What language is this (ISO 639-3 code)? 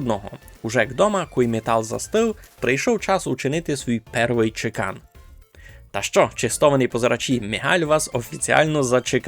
rue